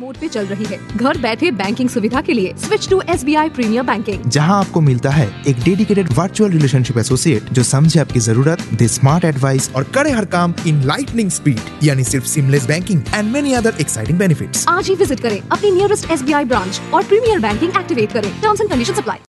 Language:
Hindi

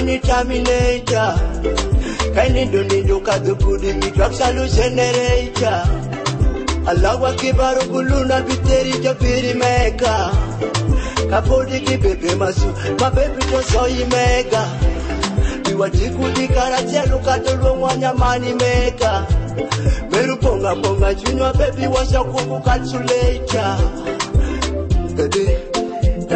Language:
Swahili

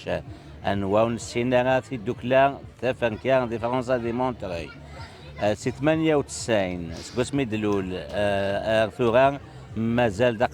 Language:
Kabyle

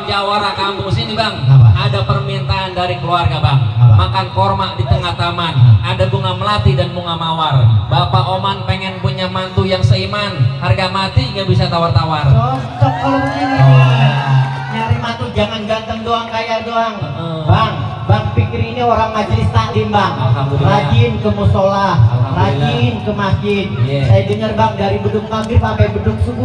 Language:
Betawi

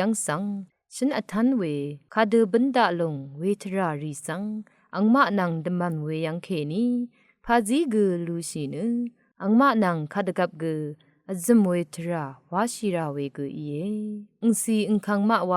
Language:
Rawang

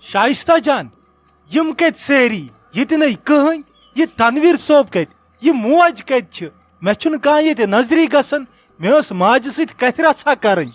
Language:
Kashmiri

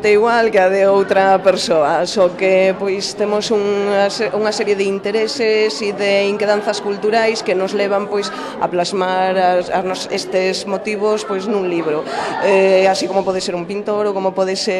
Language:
Galician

